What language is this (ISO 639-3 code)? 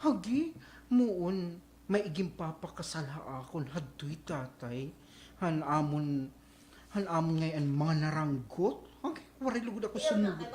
war